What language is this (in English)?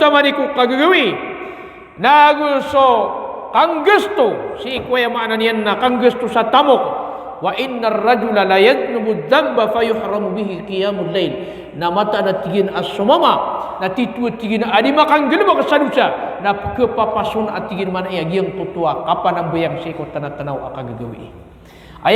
Maranao